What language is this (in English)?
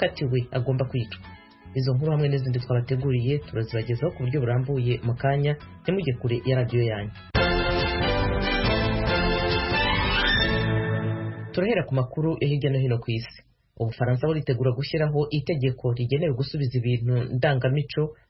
Kinyarwanda